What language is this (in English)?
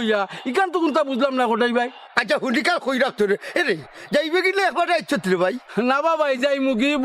Sylheti